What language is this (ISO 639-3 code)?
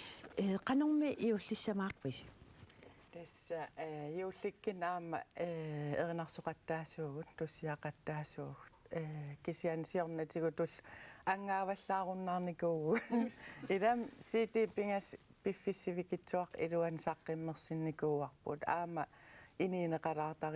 kal